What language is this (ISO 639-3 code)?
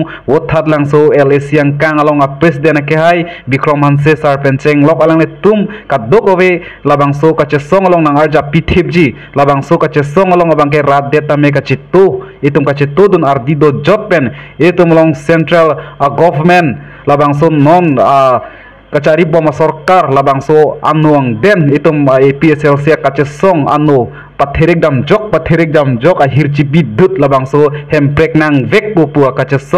mjw